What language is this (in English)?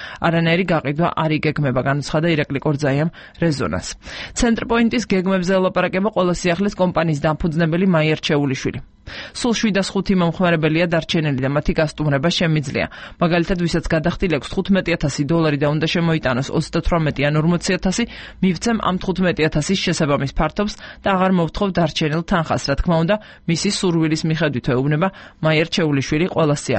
Georgian